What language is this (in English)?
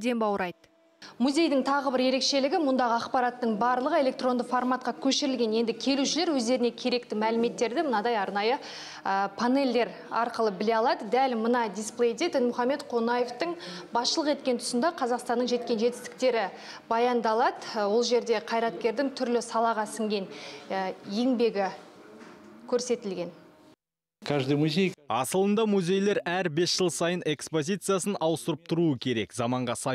Kazakh